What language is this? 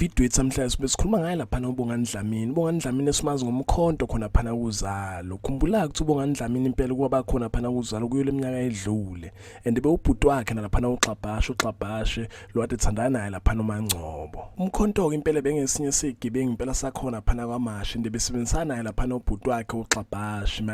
Zulu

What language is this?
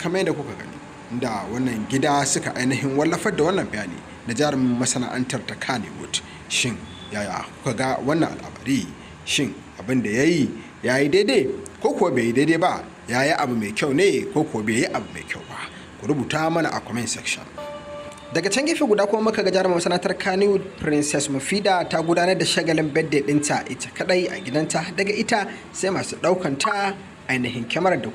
Hausa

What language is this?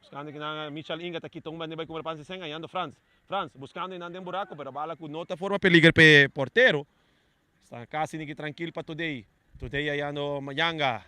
Papiamento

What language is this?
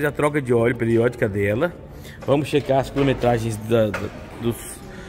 Portuguese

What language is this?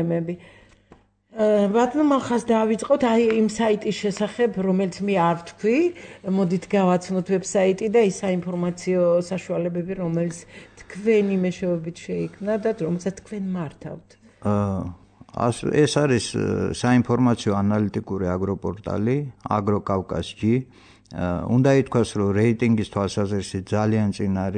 Georgian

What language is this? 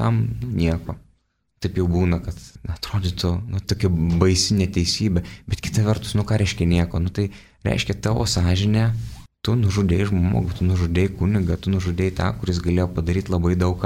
Lithuanian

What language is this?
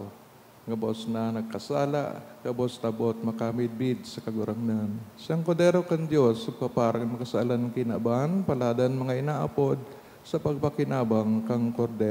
Bikol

